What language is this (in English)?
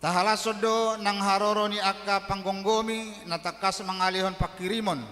Batak Toba